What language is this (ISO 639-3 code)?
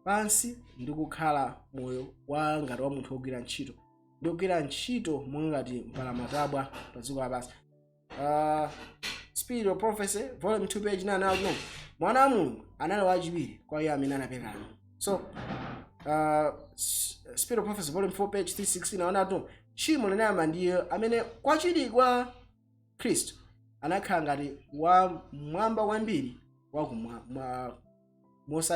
nya